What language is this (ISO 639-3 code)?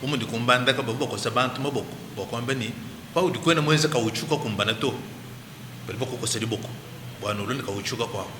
lua